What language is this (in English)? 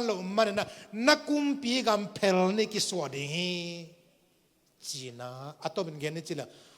Tedim Chin